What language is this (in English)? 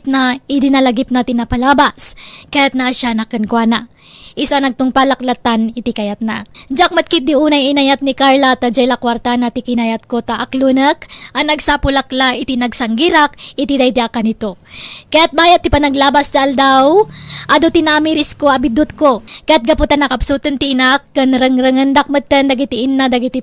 Iloko